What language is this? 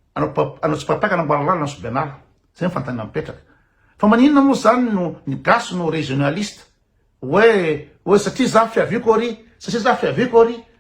Malagasy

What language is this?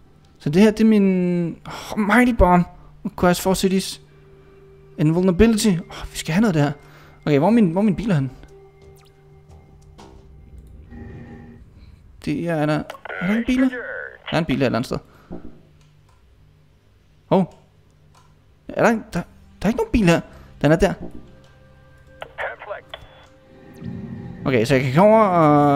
Danish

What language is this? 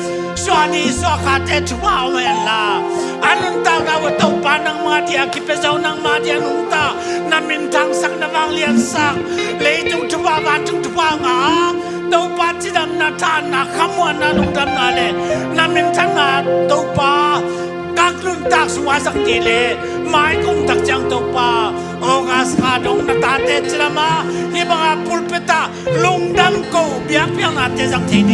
Tedim Chin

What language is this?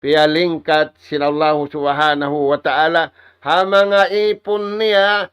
Tausug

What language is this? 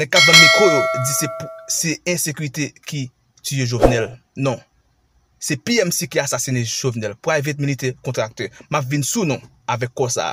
Haitian Creole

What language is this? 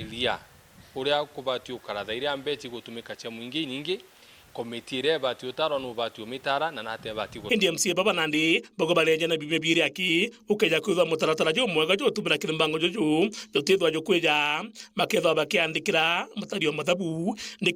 Meru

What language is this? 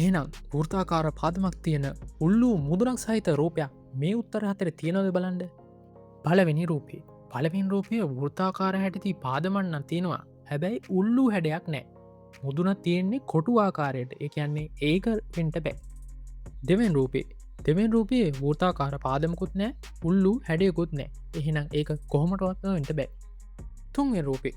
Sinhala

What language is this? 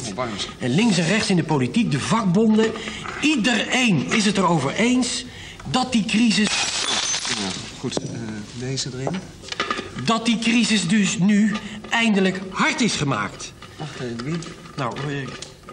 Dutch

